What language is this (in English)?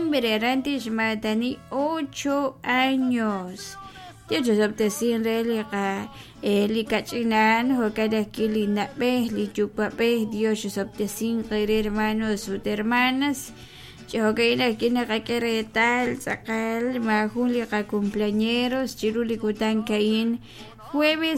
Kekchí